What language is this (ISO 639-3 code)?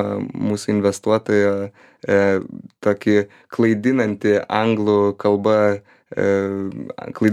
lit